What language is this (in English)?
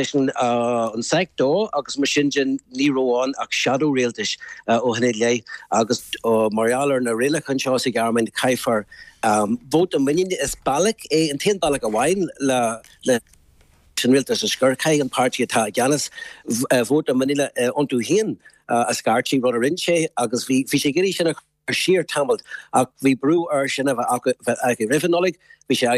Irish